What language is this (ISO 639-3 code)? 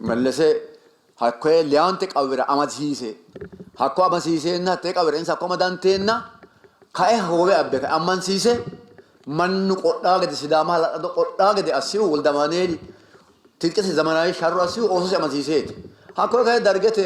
sid